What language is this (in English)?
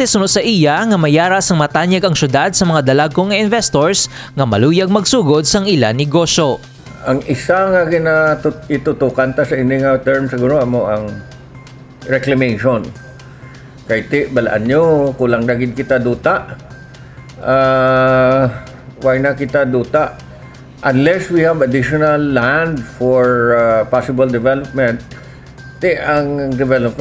Hiligaynon